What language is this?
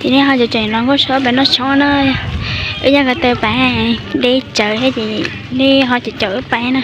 Hmong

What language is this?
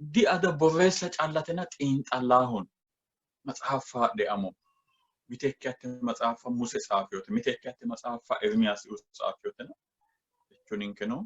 Sidamo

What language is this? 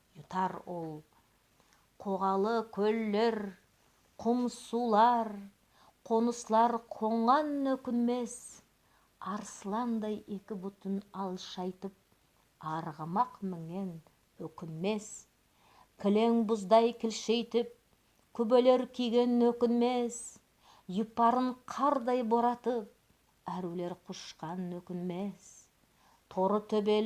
Nogai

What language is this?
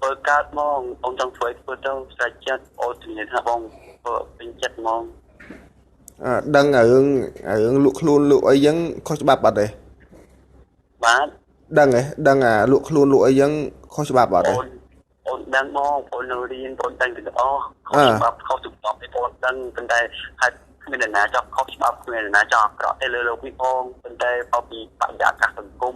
Khmer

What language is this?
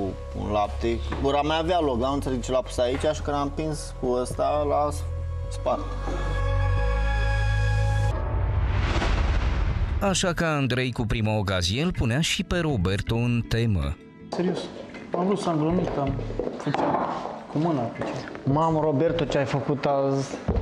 Romanian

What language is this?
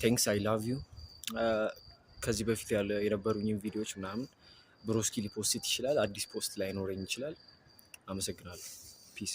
Amharic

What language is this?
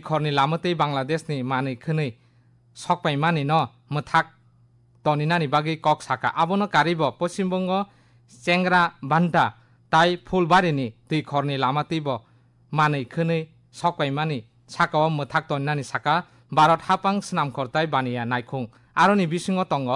Kok Borok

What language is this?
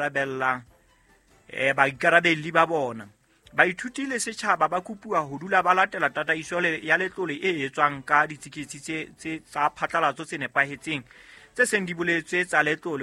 Southern Sotho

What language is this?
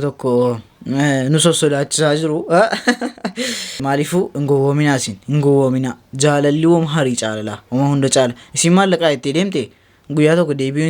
Oromo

